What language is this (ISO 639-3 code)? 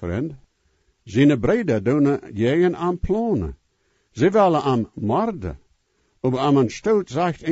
pdt